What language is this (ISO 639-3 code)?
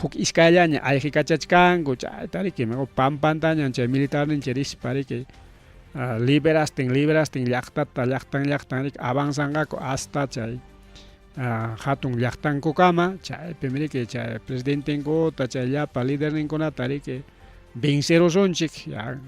quy